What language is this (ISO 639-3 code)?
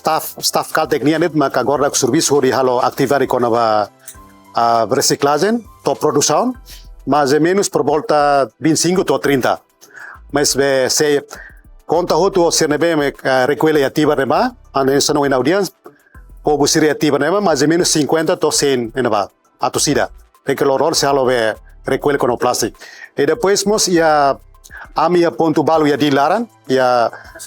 tet